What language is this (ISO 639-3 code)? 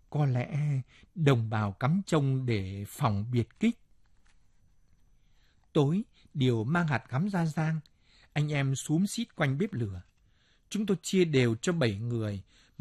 vie